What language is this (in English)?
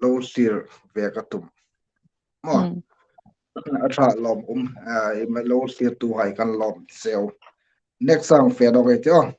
Hmar